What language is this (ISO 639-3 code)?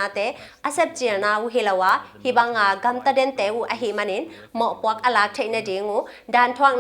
ctd